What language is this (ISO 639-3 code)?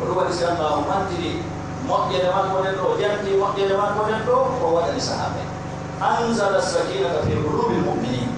fuf